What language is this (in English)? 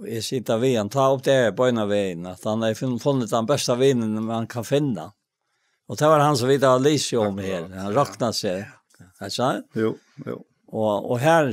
Faroese